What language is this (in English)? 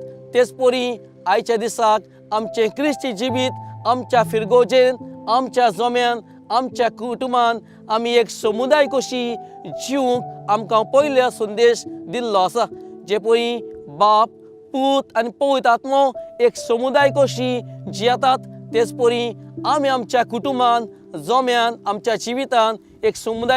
Konkani